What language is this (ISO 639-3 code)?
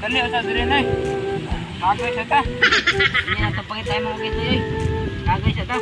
ceb